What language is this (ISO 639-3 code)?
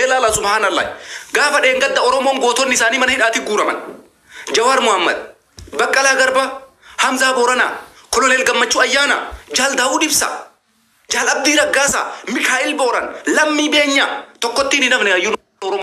orm